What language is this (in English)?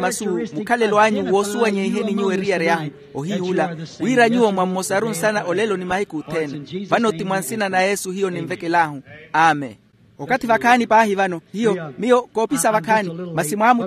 Makhuwa